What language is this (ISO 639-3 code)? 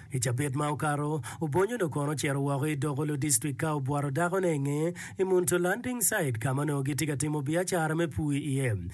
ach